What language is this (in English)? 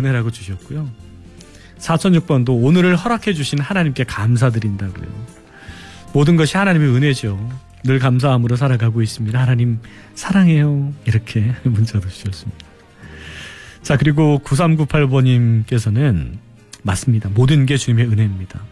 Korean